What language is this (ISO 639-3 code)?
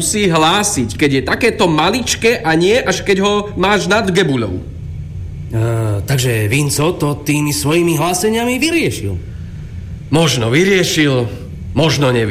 slk